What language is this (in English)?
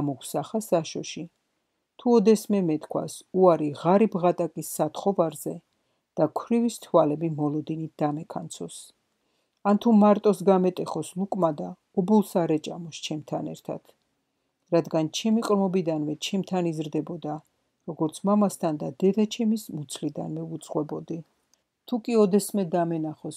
Georgian